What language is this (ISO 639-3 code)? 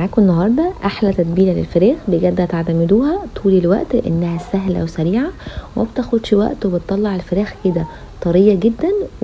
arz